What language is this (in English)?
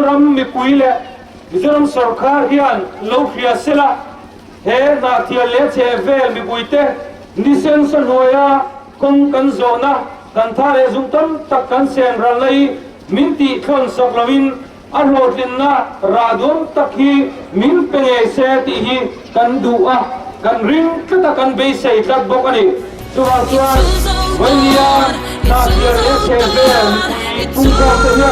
Mizo